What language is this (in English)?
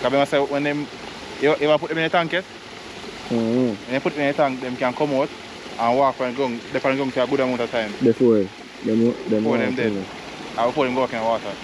Jamaican Creole English